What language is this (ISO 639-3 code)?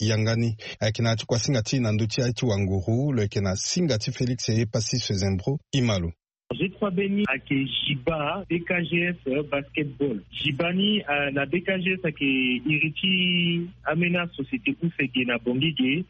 sag